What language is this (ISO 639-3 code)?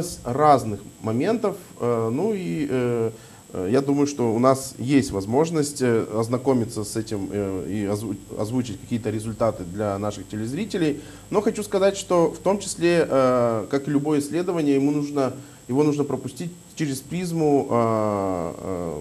rus